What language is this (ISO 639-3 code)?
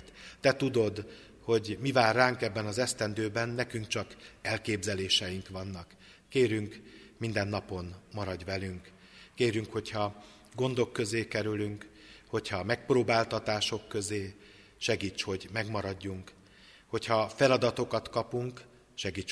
hun